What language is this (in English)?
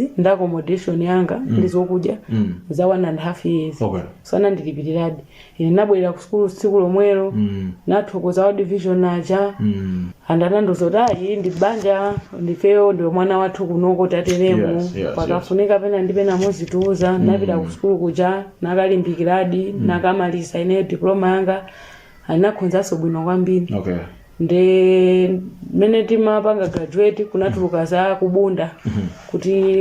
Nyanja